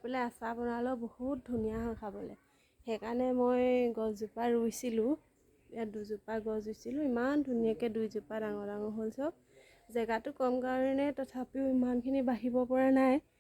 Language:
Assamese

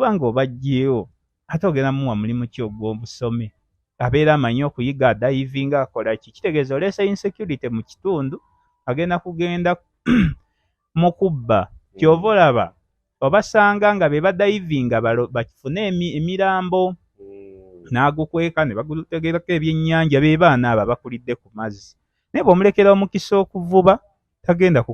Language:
Ganda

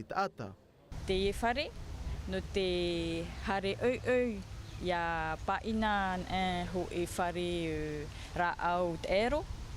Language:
Tahitian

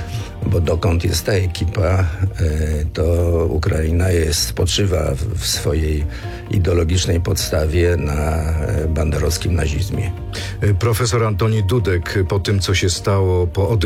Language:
Polish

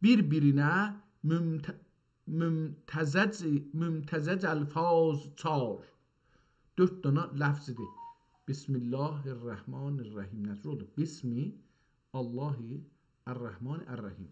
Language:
South Azerbaijani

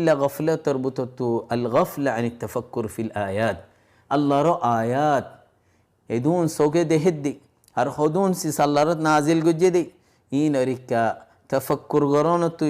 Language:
Rohingya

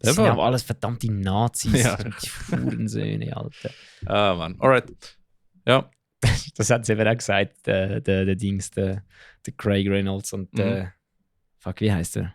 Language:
Swiss German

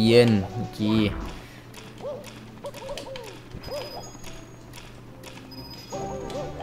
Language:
Spanish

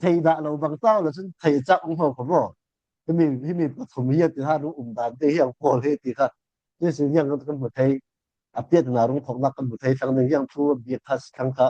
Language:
Falam Chin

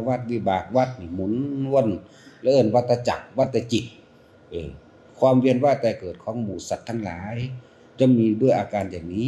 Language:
Northeastern Thai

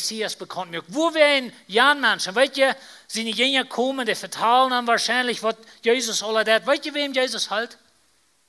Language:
Plautdietsch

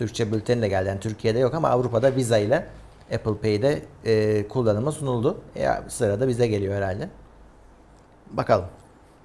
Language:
Turkish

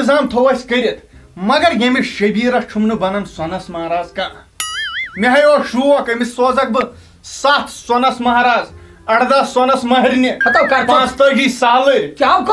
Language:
Kashmiri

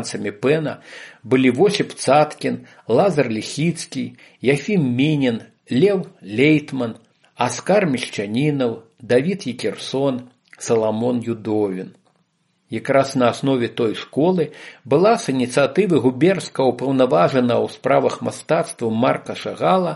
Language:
Belarusian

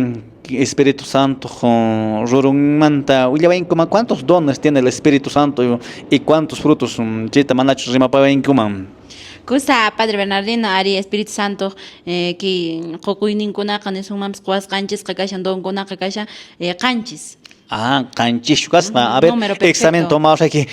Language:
Quechua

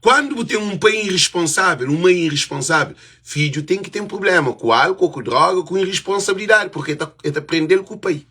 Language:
Kabuverdianu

